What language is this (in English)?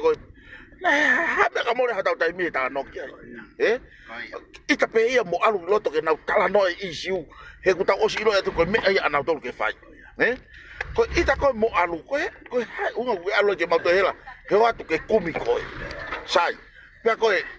Tongan